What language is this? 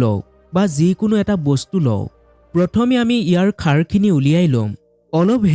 Assamese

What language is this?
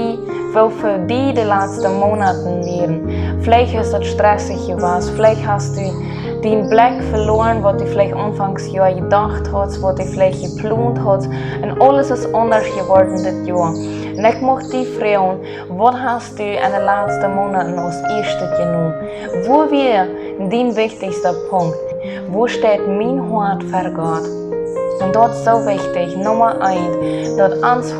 Plautdietsch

